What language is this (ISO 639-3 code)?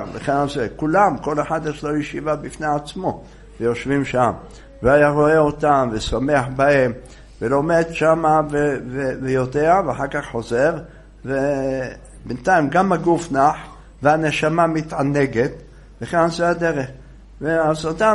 heb